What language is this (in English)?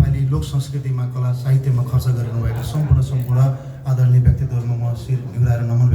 Nepali